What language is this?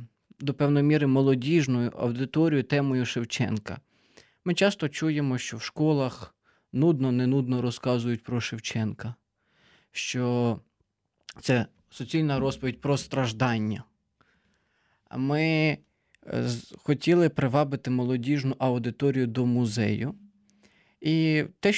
Ukrainian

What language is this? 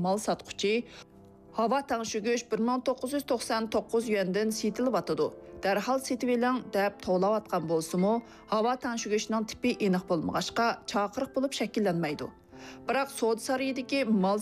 Uyghur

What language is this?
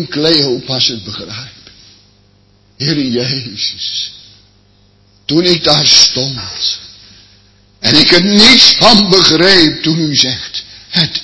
Dutch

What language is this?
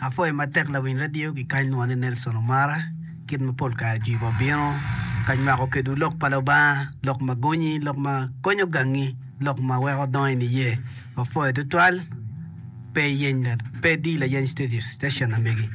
Acoli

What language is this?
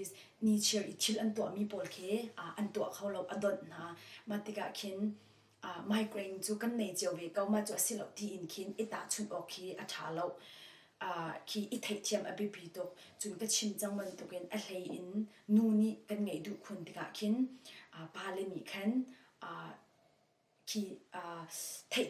Hakha Chin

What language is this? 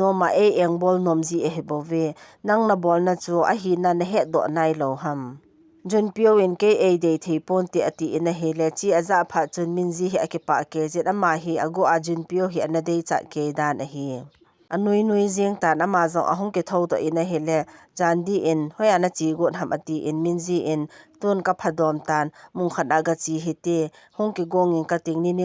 Thado Chin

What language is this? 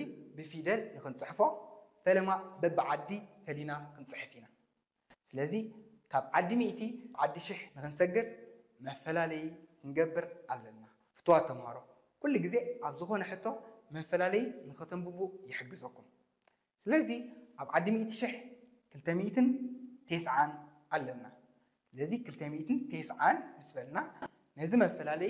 Tigrinya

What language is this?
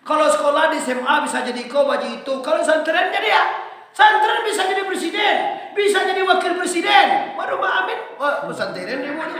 Minangkabau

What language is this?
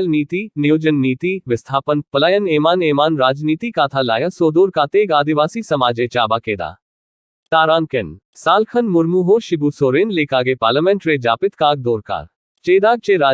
Santali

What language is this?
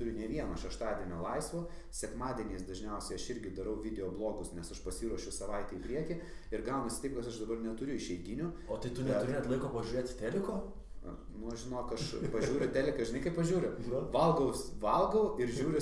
Lithuanian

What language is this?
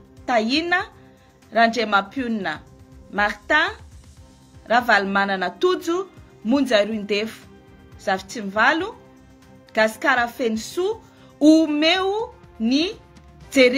Malagasy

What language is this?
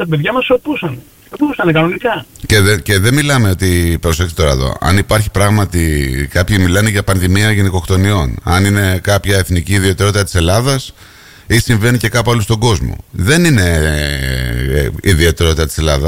Greek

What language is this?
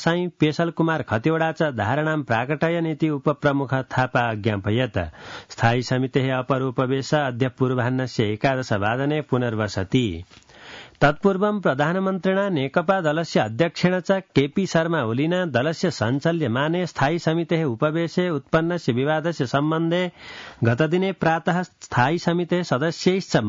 Sanskrit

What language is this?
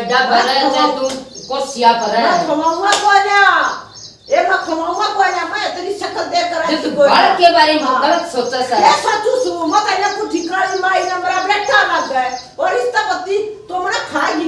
Haryanvi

